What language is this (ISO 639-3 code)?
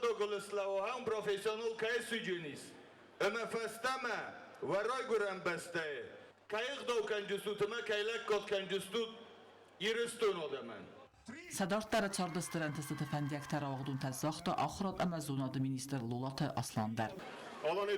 oss